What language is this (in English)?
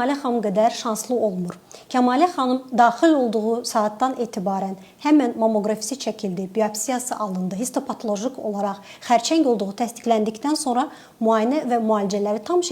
Azerbaijani